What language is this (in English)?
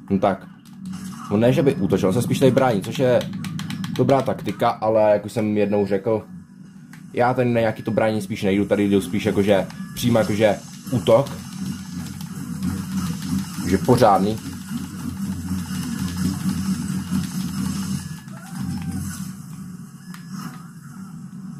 Czech